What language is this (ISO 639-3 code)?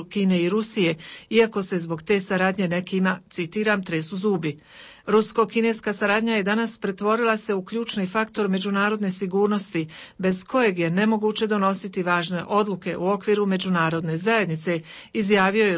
hrv